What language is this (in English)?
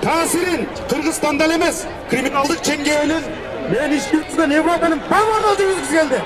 Kyrgyz